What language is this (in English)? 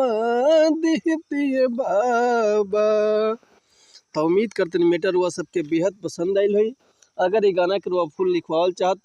Bhojpuri